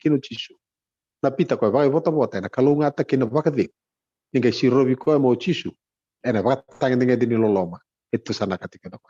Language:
Fijian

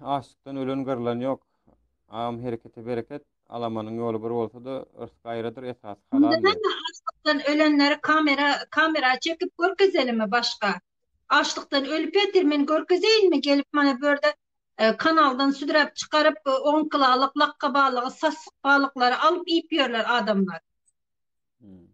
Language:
Turkmen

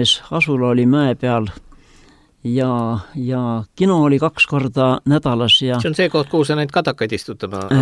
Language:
Estonian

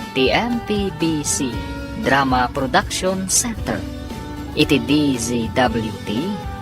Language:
Iloko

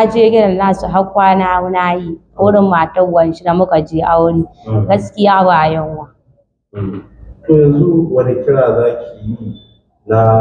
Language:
Hausa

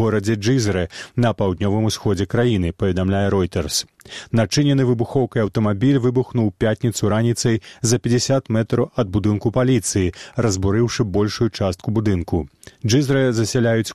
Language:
Belarusian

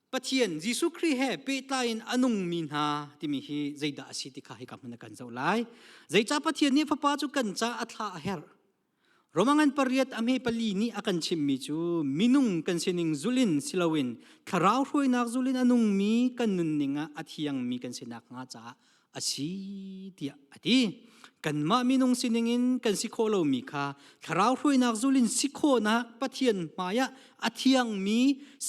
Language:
Hakha Chin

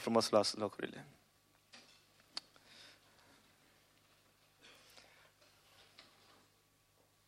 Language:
Romanian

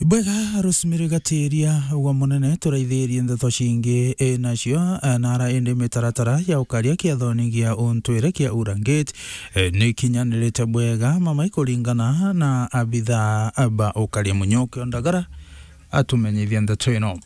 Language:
Meru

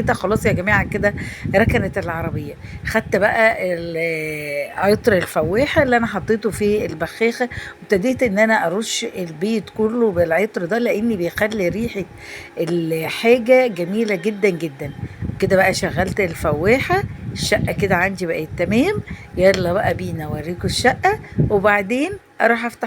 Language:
Egyptian Arabic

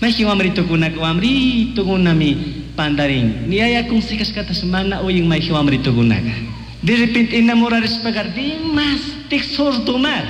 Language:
Chimborazo Highland Quichua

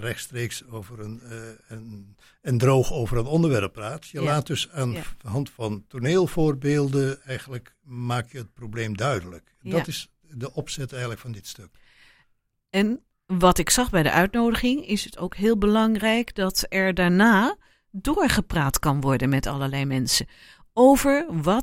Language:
Dutch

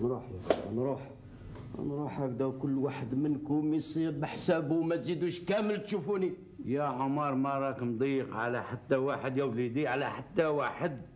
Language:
Algerian Arabic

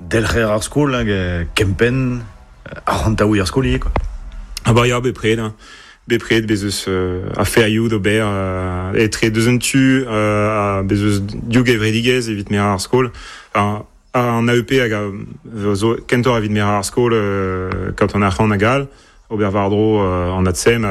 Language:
Breton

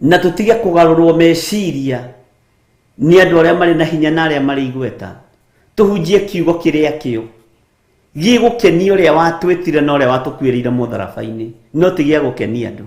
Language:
Kikuyu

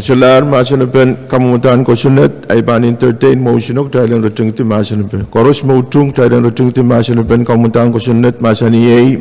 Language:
Pohnpeian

